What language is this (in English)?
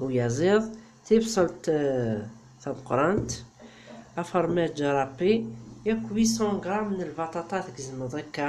Kabyle